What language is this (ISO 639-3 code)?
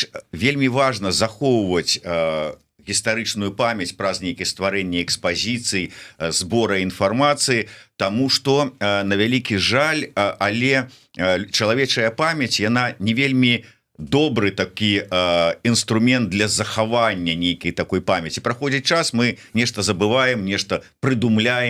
bel